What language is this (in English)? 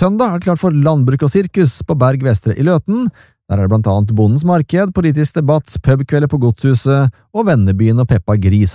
Norwegian